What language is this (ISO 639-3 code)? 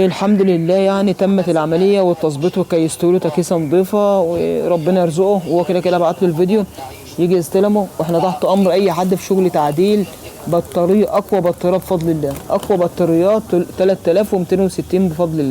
arz